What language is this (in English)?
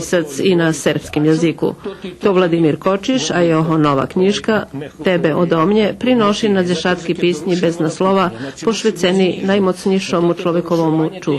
Rusyn